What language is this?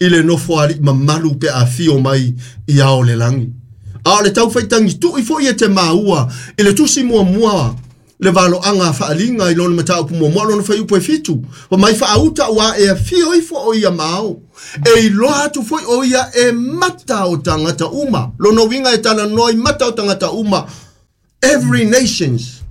Samoan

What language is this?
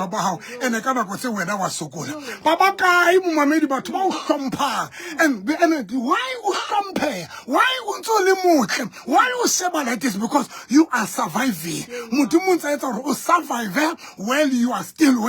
Southern Sotho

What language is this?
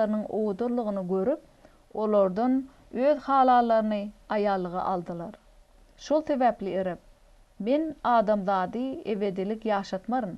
Turkmen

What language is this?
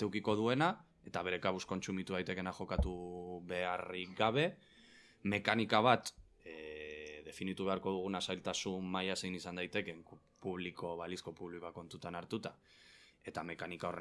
Basque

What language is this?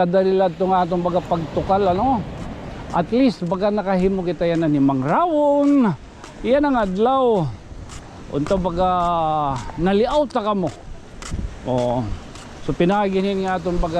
Waray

